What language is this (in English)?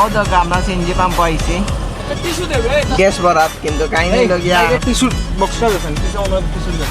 Sylheti